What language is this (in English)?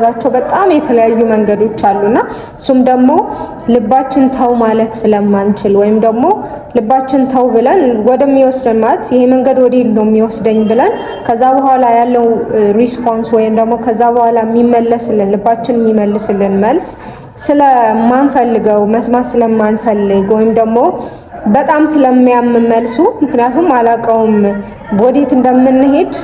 Amharic